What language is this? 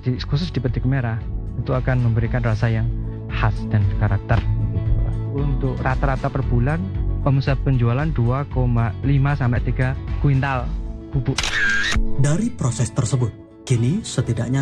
Indonesian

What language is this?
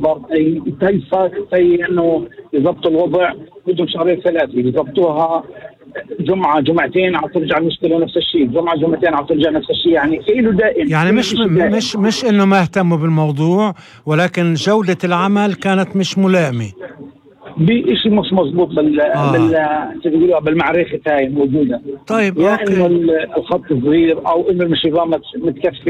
North Levantine Arabic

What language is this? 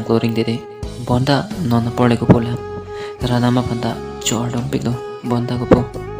Karbi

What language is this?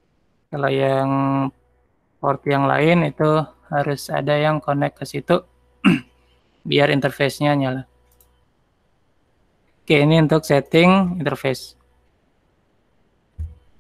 Indonesian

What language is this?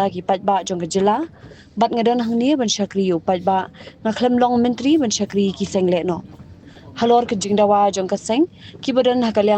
Khasi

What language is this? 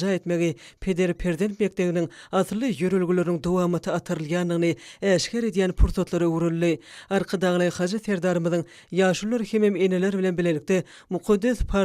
Turkmen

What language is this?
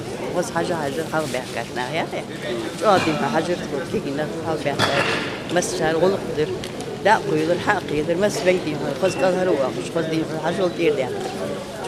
Ingush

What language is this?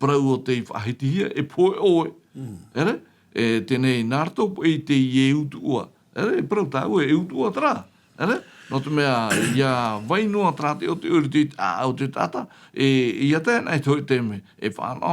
Tahitian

